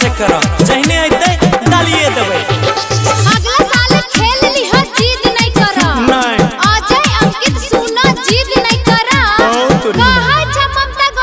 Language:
Maithili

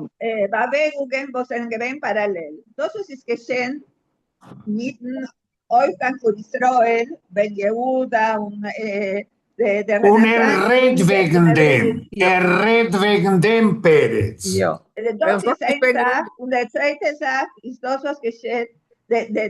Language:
Yiddish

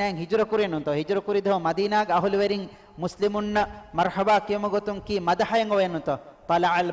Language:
Divehi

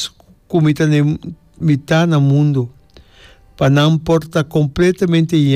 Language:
Papiamento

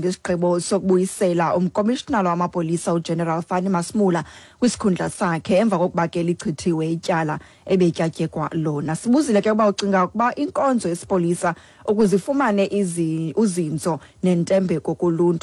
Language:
Xhosa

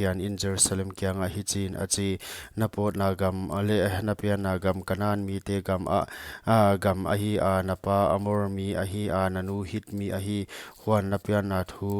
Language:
Paite Chin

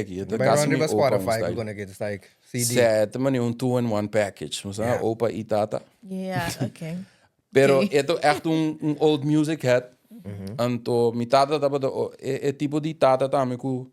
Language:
Papiamento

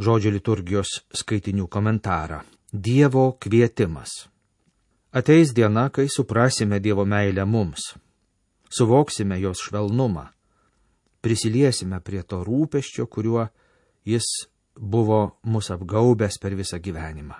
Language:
Lithuanian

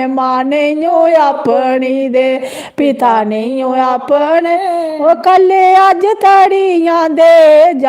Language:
Dogri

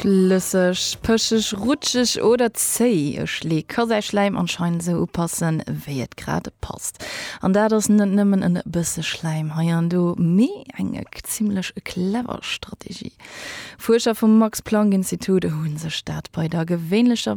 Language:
Luxembourgish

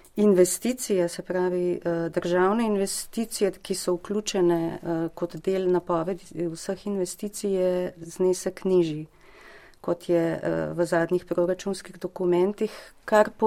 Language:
Slovenian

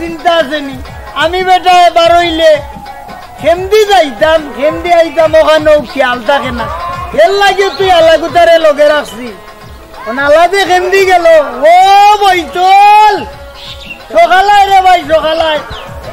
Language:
Sylheti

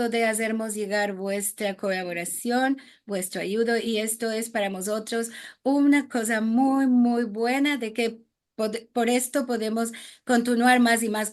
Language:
Ladino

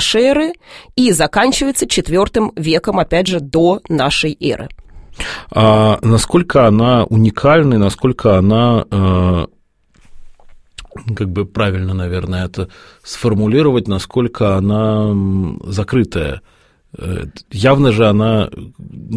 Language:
Russian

